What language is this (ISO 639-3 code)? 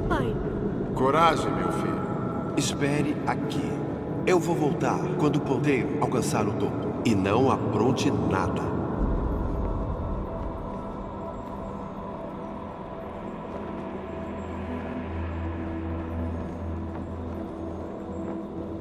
por